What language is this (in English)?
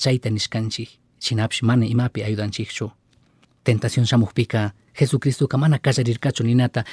Chimborazo Highland Quichua